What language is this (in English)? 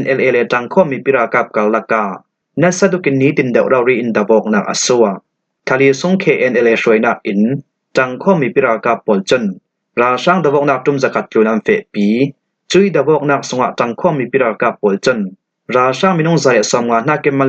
Falam Chin